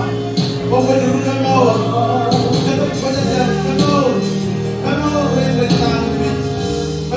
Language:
Marshallese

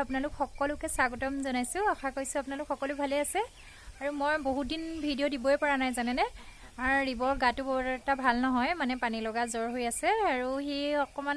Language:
Assamese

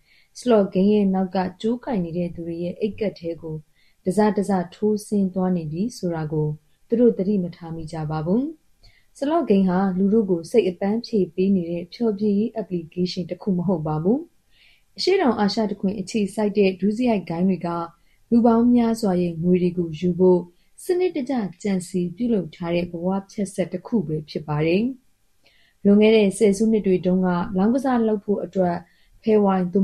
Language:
Burmese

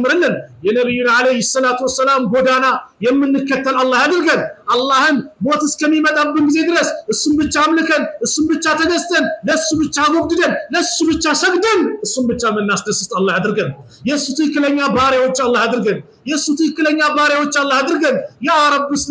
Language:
Amharic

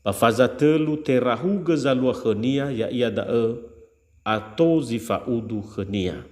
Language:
Nias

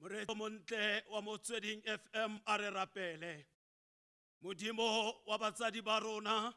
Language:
Tswana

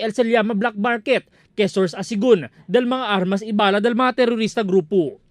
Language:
Chavacano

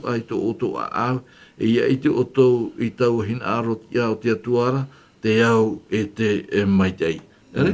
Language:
Tahitian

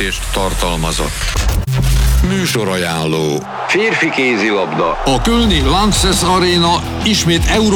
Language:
Hungarian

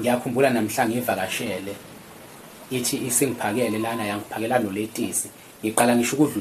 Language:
Zulu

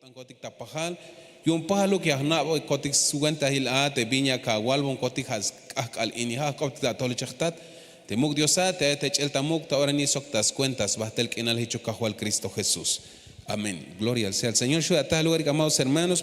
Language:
Tzeltal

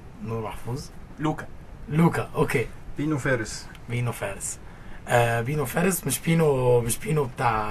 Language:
Egyptian Arabic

